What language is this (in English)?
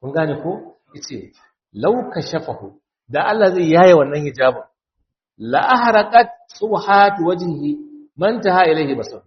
Hausa